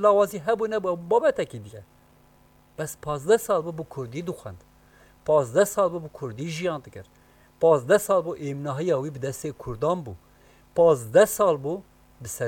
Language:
Kurdish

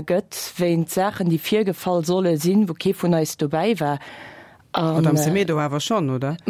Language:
Luxembourgish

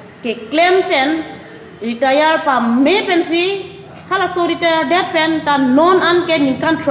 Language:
Karbi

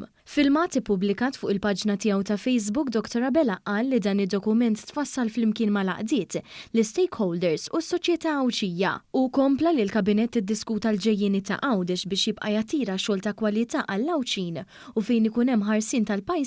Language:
Maltese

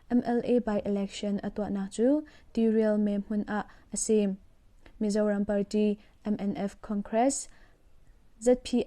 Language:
Hakha Chin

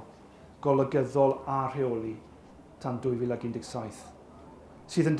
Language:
Welsh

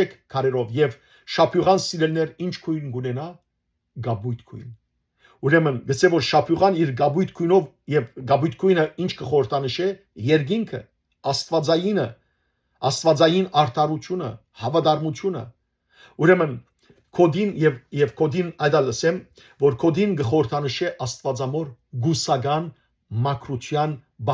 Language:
Western Armenian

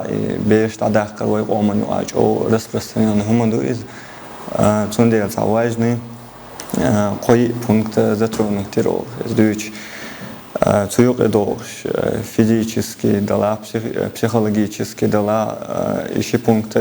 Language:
Chechen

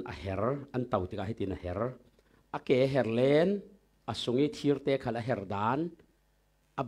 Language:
Falam Chin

